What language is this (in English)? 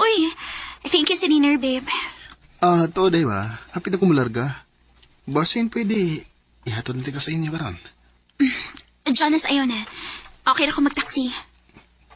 Cebuano